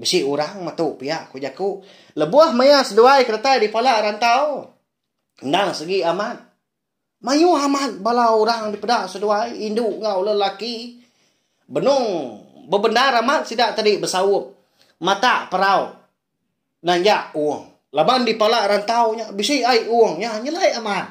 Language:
Iban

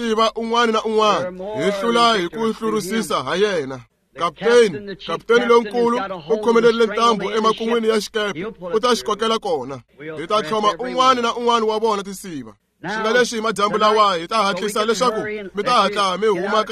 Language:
Tsonga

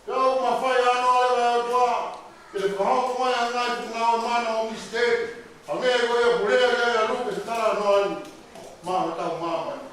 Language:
Tongan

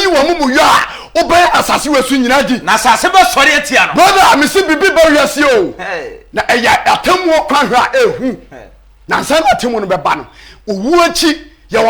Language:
Akan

